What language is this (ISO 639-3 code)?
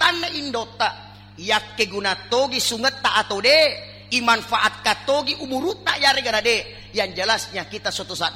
bug